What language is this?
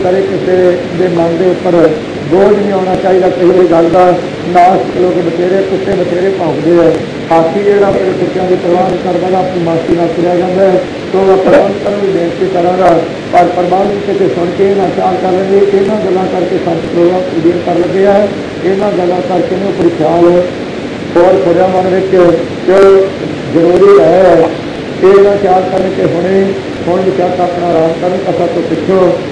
Punjabi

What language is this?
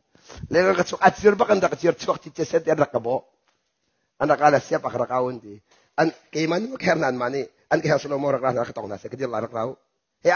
Hakha Chin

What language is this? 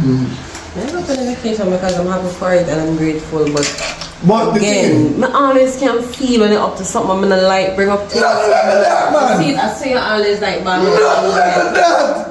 Jamaican Creole English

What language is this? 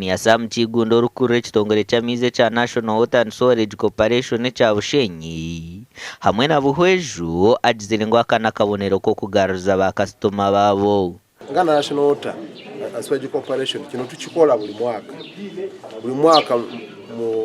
Nyankole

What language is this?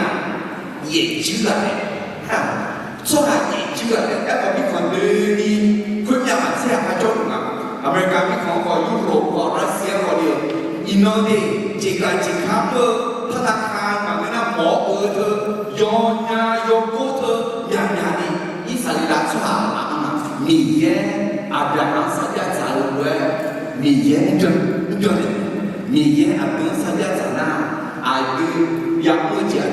Akha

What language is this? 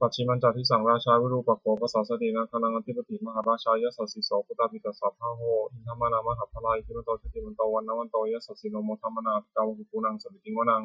Pali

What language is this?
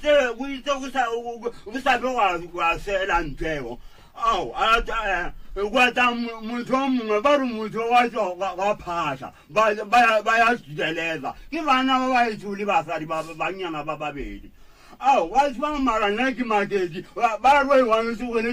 Northern Sotho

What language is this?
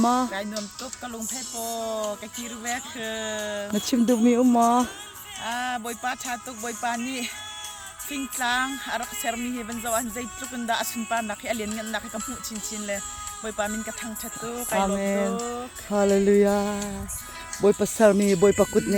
Hakha Chin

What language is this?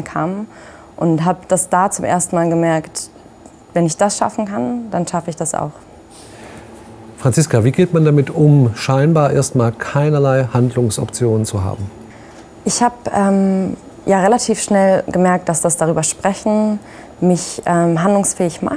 German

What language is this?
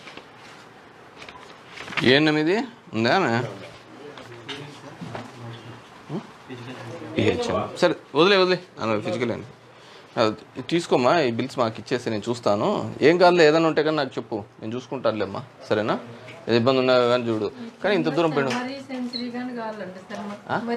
Telugu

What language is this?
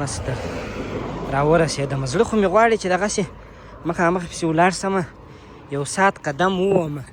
Pashto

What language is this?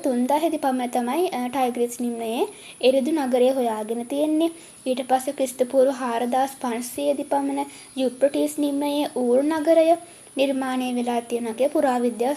Sinhala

